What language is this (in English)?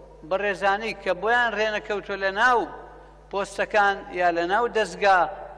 Central Kurdish